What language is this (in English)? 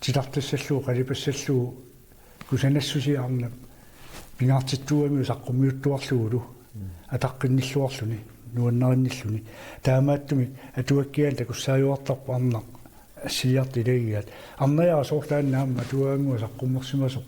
Kalaallisut